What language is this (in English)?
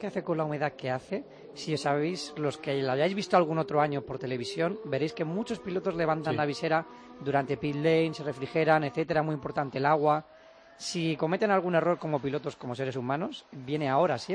Spanish